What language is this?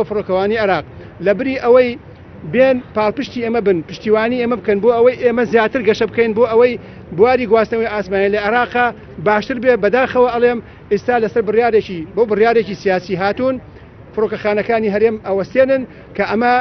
Central Kurdish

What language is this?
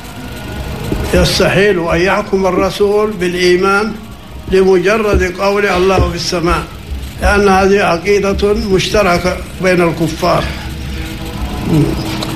Arabic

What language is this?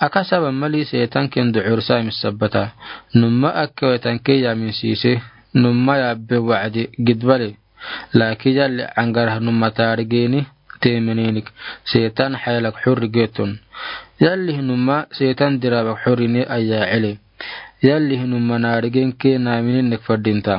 Afar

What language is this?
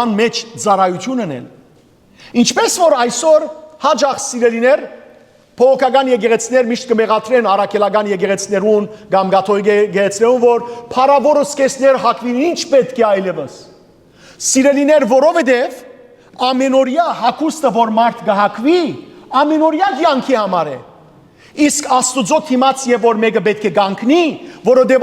Western Armenian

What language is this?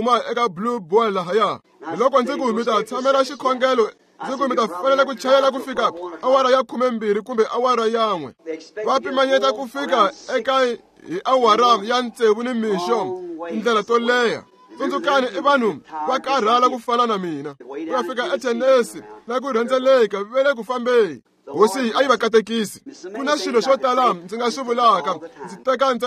Tsonga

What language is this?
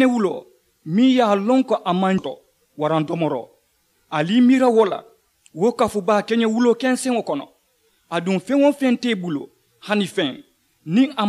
Mandingo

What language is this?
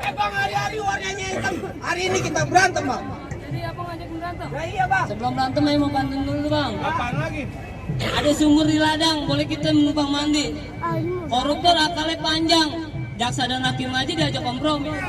Betawi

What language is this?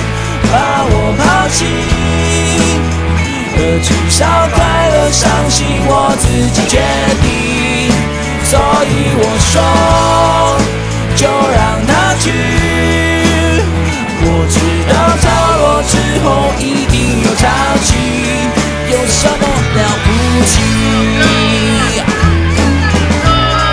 Chinese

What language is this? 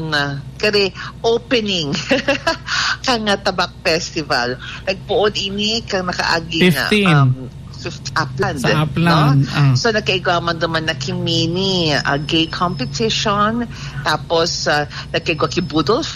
Bikol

